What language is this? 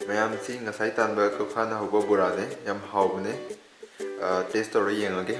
Manipuri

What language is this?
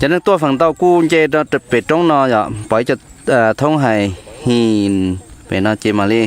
Hmong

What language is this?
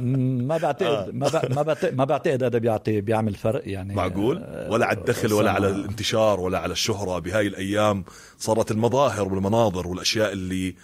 North Levantine Arabic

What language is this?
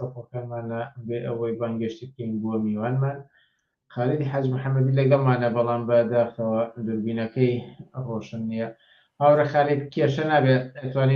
Central Kurdish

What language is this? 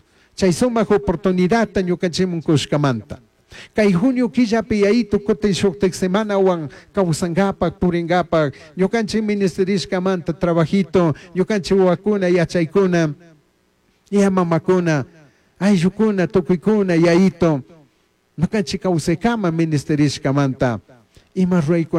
Chimborazo Highland Quichua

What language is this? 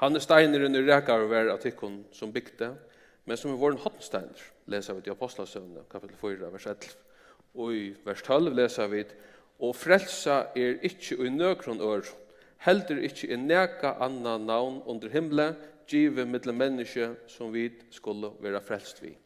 Faroese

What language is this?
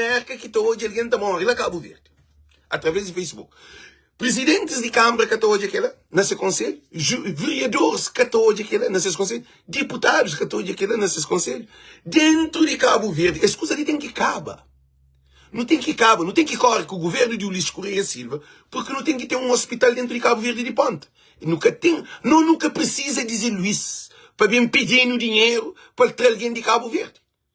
Kabuverdianu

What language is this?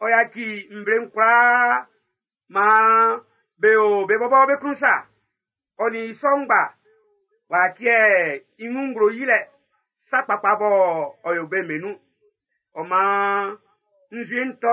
Baoulé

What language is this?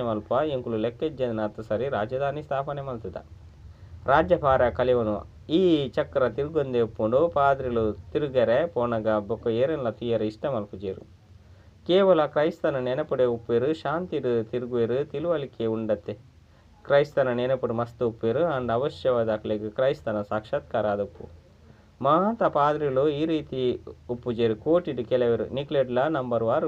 Tulu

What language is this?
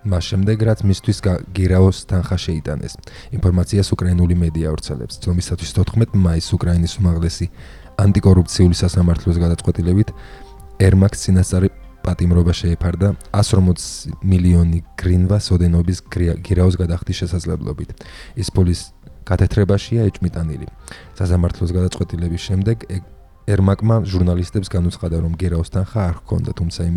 Georgian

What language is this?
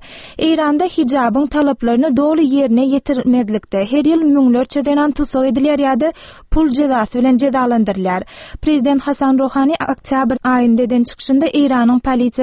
Turkmen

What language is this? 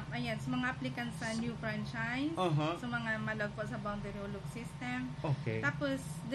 Bikol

